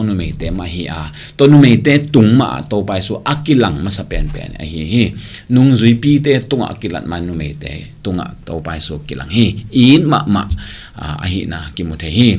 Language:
Tedim Chin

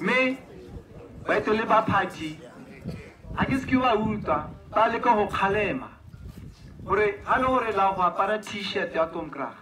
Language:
Tswana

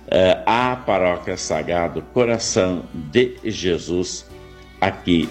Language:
Portuguese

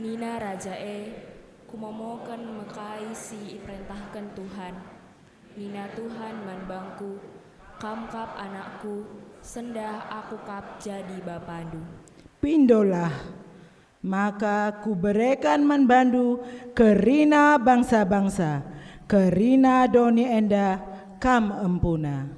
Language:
Batak Karo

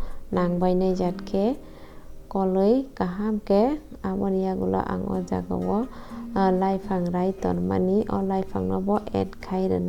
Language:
Kok Borok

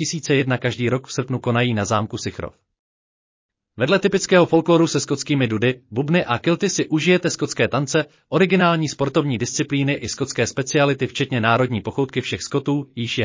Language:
Czech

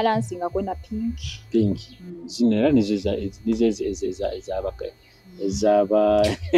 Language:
Nyoro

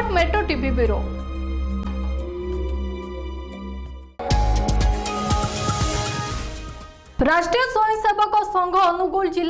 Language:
Odia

